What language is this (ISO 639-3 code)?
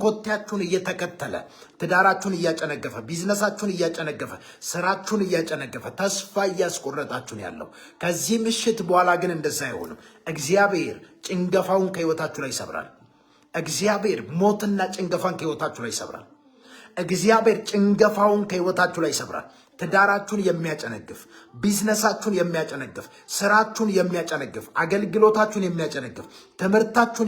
amh